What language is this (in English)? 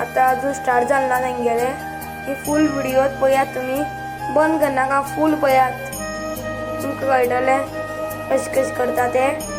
Konkani